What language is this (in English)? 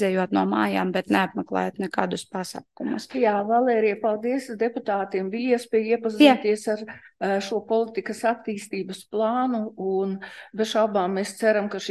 Latvian